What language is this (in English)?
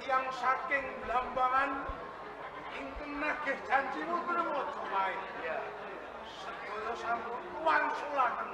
Javanese